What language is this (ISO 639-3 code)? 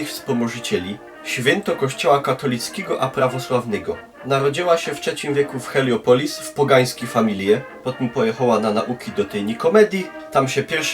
szl